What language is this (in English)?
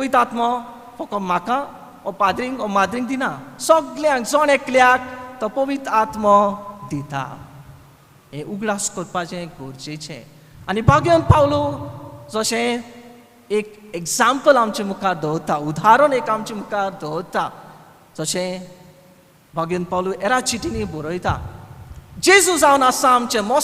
Konkani